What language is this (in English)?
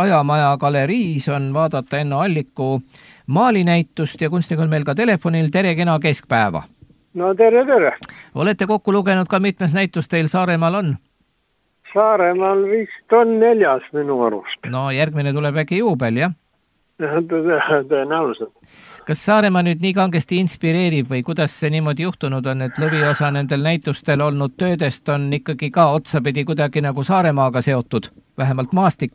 Estonian